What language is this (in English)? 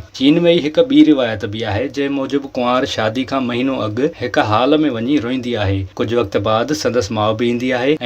Sindhi